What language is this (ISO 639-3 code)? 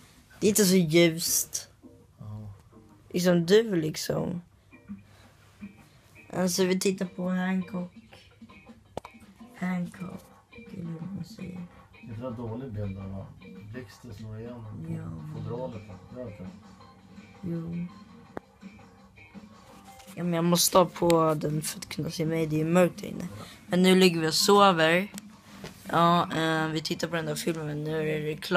swe